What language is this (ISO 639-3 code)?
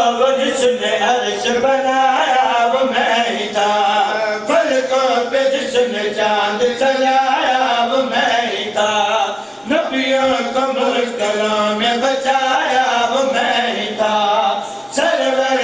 urd